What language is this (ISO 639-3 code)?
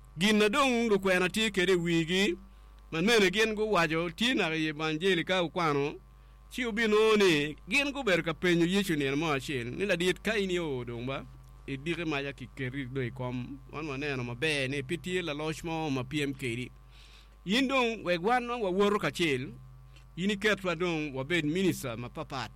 ach